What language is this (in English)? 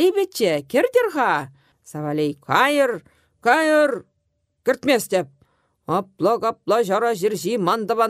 Chuvash